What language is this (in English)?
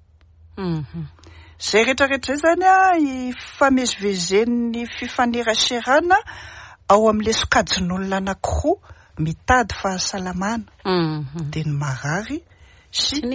Malagasy